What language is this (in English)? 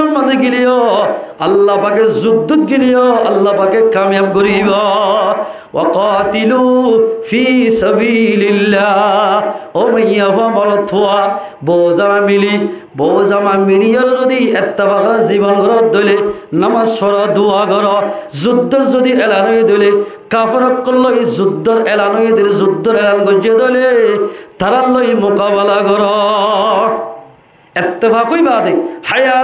Rohingya